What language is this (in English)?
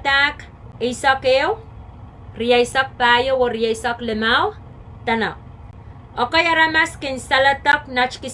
Pohnpeian